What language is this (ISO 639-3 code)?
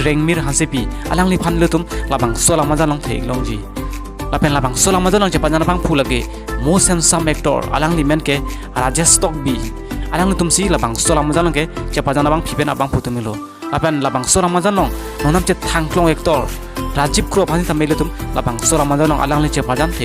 mjw